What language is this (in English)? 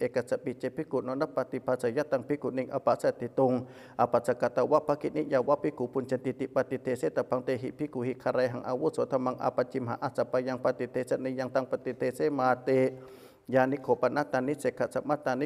Pali